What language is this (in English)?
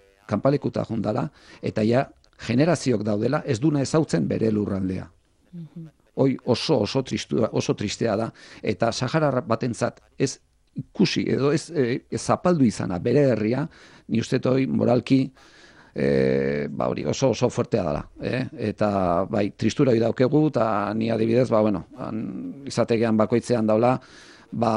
Basque